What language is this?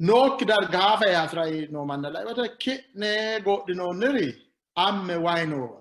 Sidamo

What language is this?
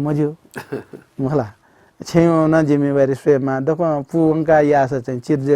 Newari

